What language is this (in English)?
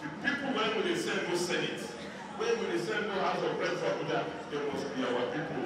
Nigerian Pidgin